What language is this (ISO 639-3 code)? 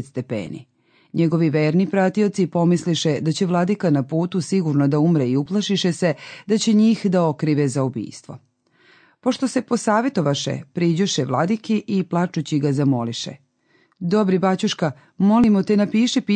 srp